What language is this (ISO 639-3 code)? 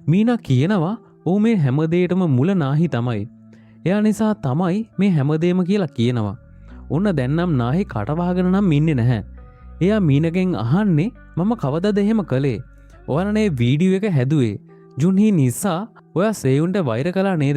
sin